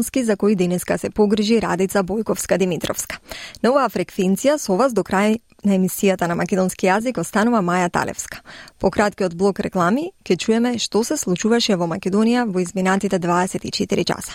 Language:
Macedonian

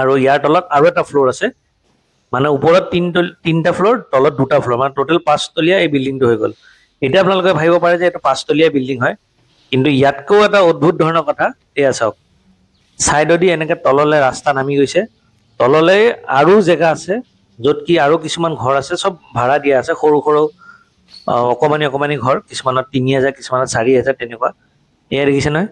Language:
Assamese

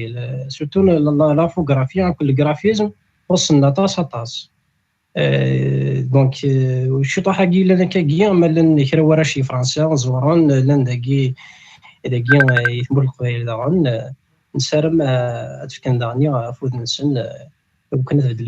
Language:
Kabyle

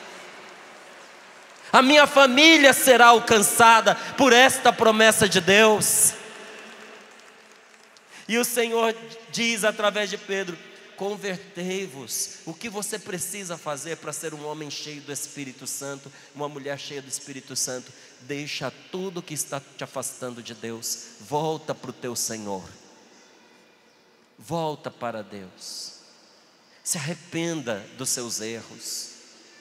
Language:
Portuguese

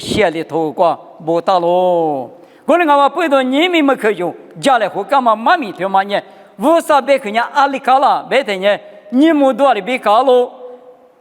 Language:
Lisu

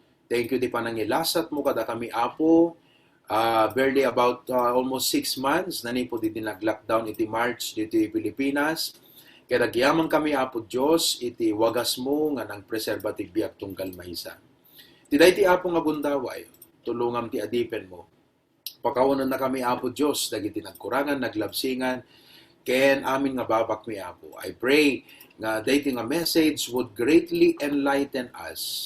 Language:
Iloko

